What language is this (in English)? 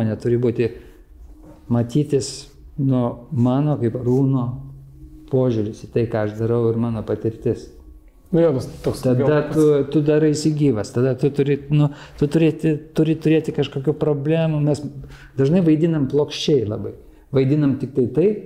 Lithuanian